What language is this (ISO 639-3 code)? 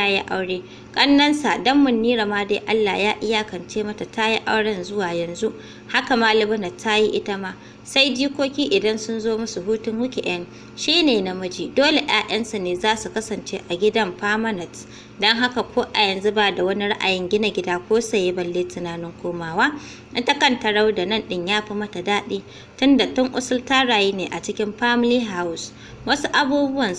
hau